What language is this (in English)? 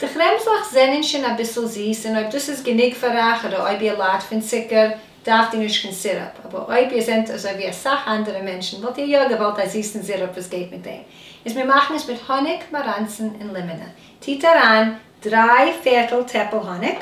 Yiddish